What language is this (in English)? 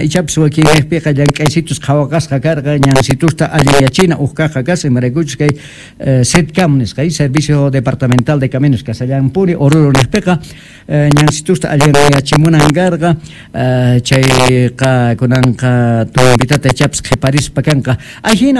Quechua